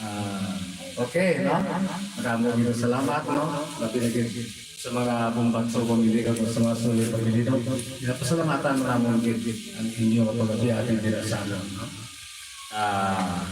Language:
Hiligaynon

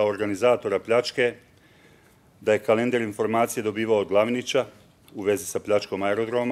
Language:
Bosnian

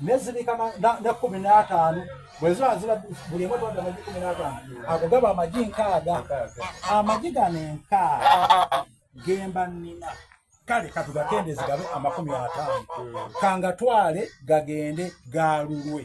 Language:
Soga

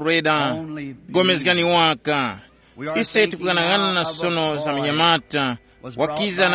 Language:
Tumbuka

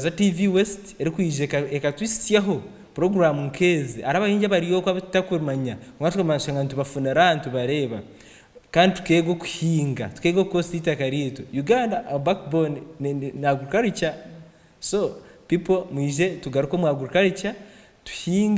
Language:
Nyankole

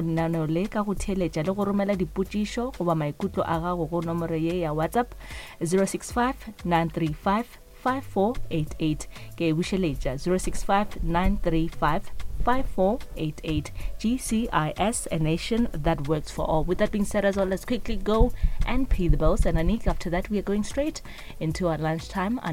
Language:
Northern Sotho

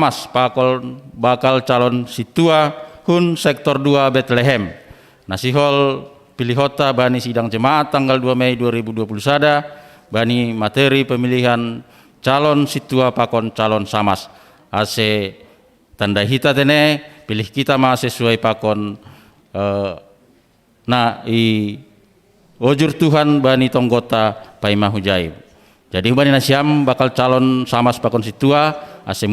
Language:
Batak Simalungun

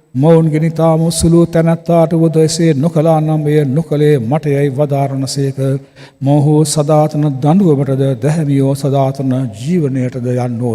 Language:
Sinhala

